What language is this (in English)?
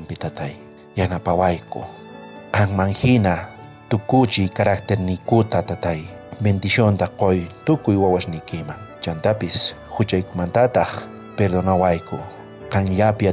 South Bolivian Quechua